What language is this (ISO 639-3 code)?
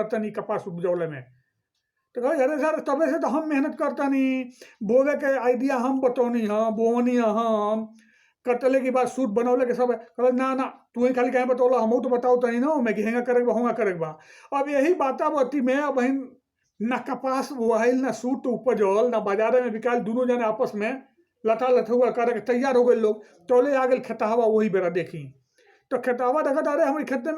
bho